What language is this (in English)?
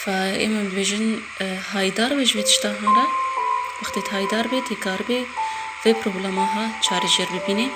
Kurdish